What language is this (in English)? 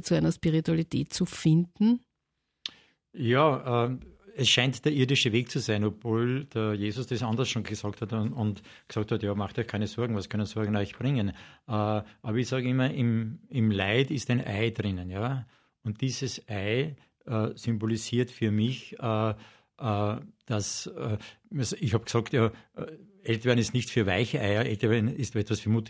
German